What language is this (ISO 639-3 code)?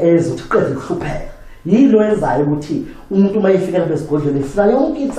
zul